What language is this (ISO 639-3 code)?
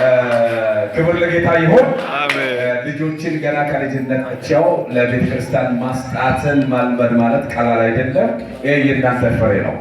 amh